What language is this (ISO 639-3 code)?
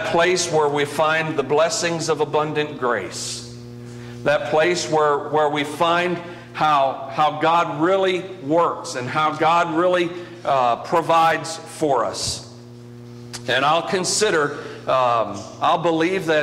eng